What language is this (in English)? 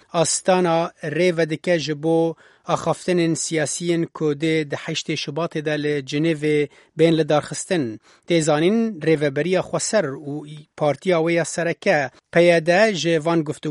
Kurdish